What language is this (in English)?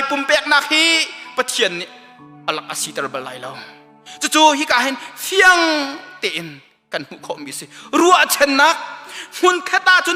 Hakha Chin